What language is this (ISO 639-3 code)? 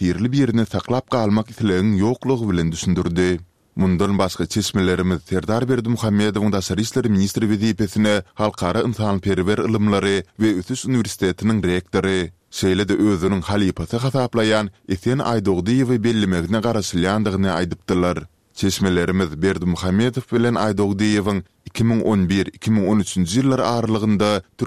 tuk